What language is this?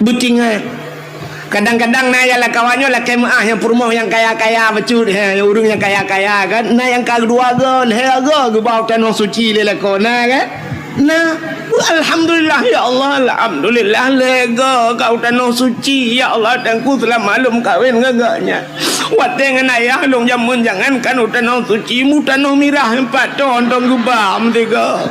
Achinese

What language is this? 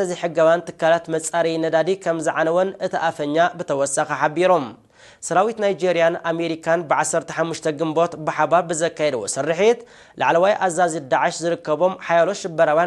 Tigrinya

